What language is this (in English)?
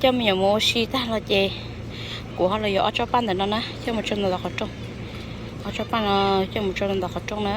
Hmong